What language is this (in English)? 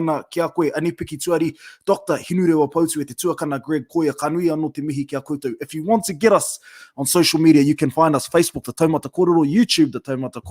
Māori